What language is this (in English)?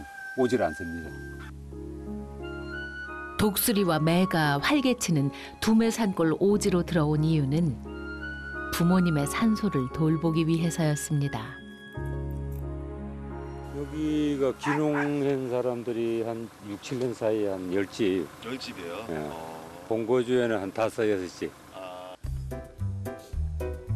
Korean